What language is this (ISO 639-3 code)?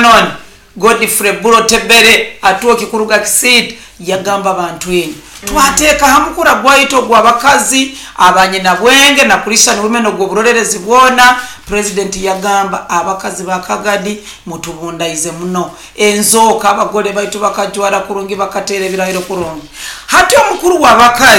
nyo